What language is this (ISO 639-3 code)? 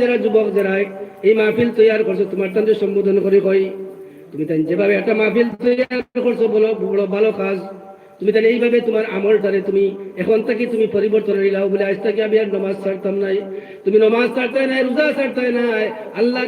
syl